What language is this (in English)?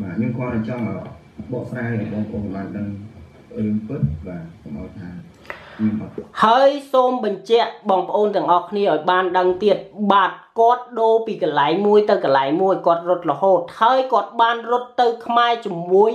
Khmer